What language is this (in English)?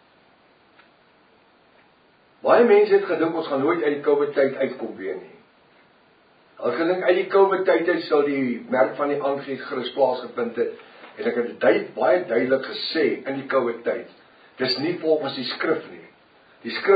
Afrikaans